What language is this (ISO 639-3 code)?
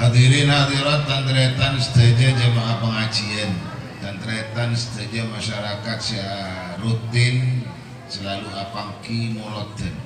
mad